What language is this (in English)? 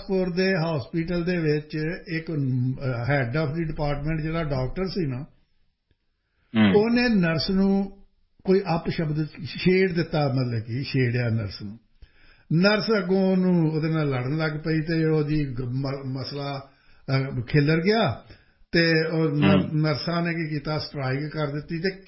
Punjabi